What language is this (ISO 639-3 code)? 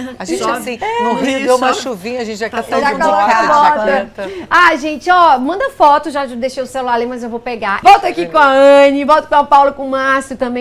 por